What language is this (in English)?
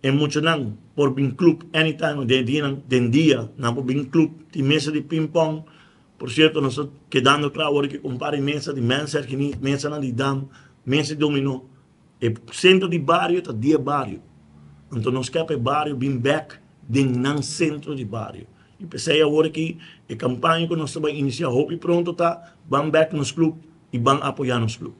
Papiamento